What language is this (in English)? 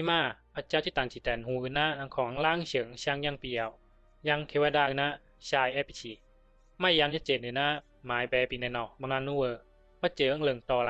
Bisu